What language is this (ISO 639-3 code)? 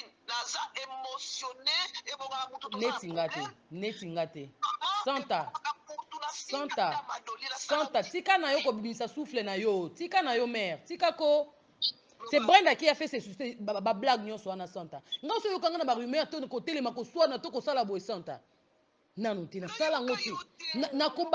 lin